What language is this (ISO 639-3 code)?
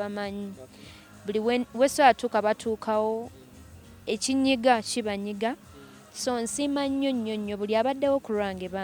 lug